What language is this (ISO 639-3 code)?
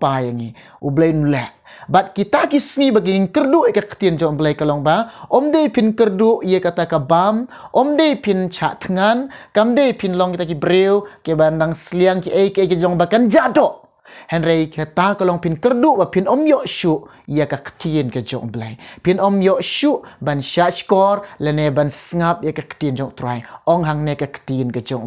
kha